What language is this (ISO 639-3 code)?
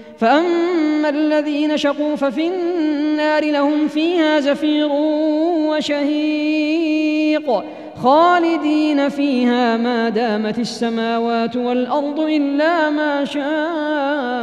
ara